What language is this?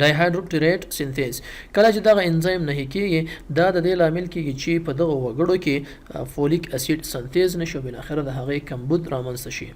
Pashto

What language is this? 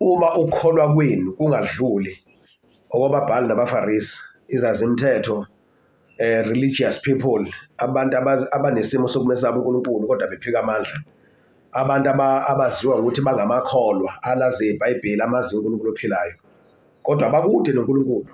Zulu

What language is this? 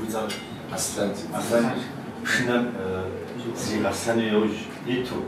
Kabardian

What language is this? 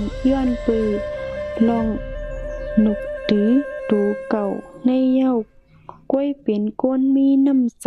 Shan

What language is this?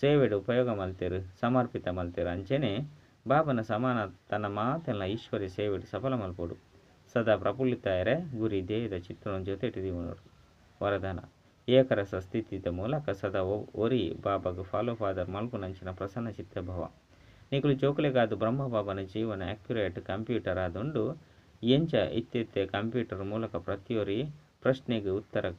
Tulu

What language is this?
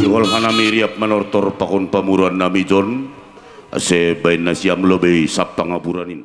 Batak Simalungun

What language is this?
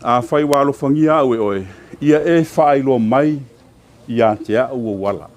Samoan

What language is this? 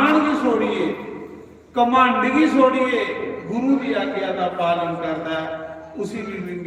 Dogri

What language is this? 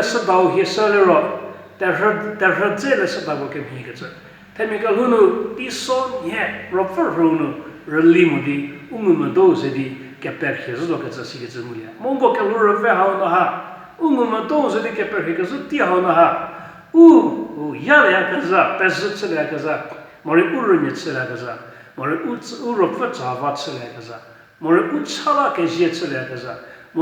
Angami Naga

